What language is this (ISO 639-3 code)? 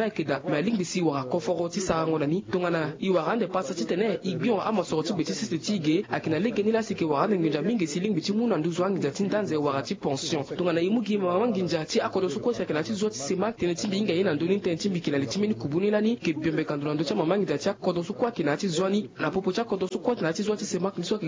sag